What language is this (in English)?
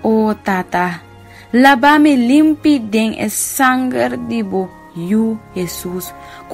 Papiamento